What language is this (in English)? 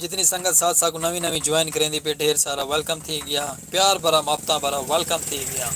Saraiki